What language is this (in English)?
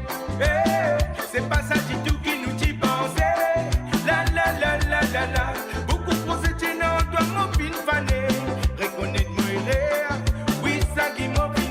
Morisyen